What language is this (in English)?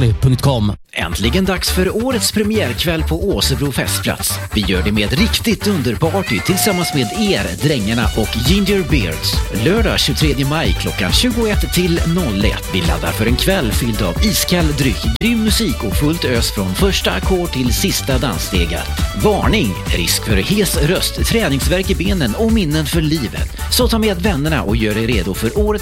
Swedish